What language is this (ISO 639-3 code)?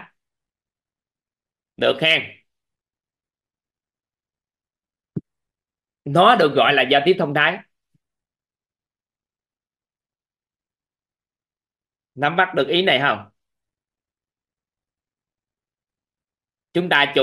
vie